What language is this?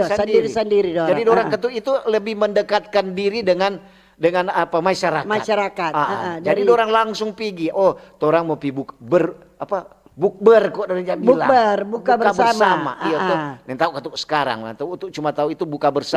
Manado Malay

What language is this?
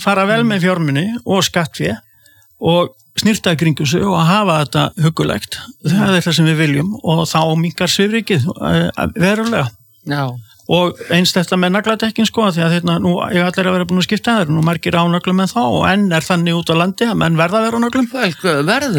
Icelandic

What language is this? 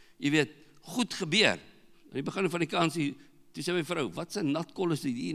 Afrikaans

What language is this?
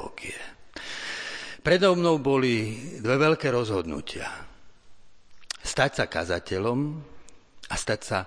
Slovak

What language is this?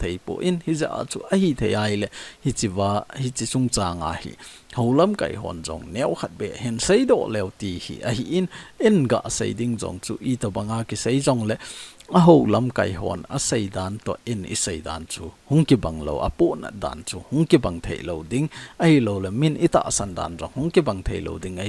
Thado Chin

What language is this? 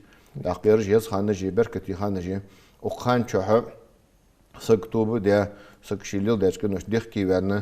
Ingush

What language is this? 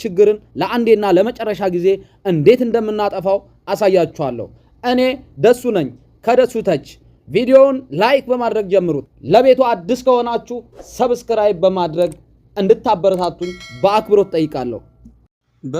Amharic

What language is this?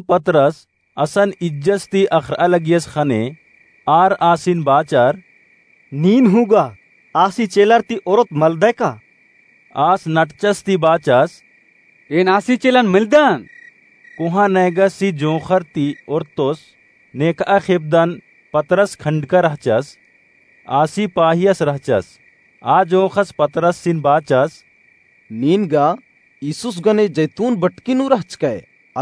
Kurukh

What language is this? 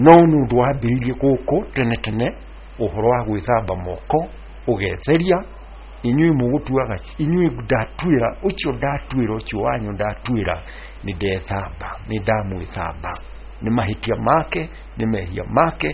Kikuyu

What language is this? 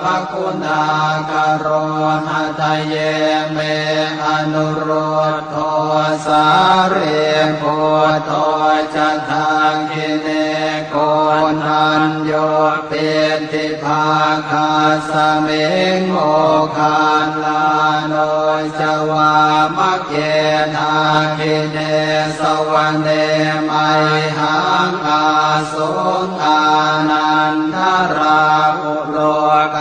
Pali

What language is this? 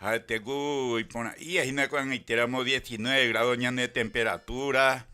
Guarani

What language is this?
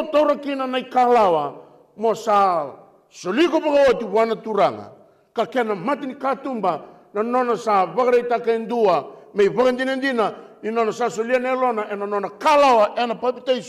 Fijian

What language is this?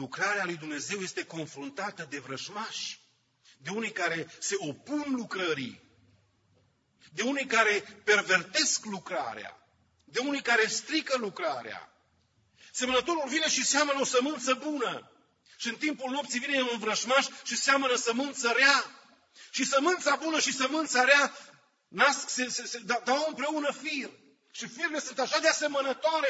Romanian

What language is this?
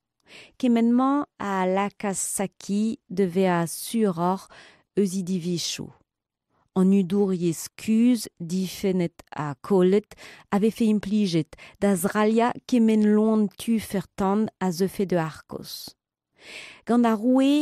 Breton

